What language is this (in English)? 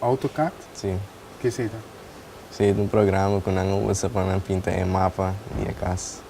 Papiamento